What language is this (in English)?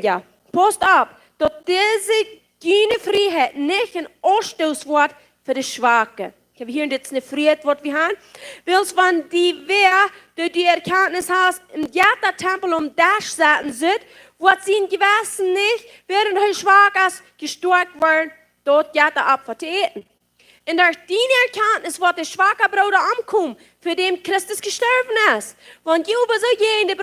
Plautdietsch